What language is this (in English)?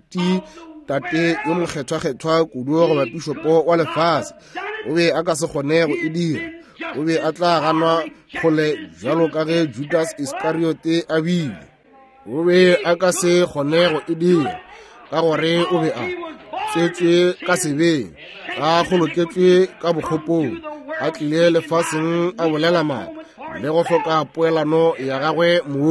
Northern Sotho